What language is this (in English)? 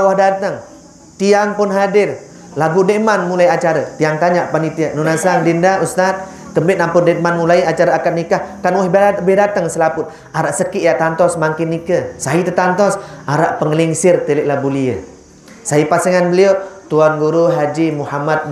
Sasak